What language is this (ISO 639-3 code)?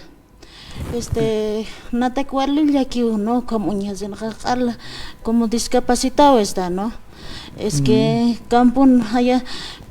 aym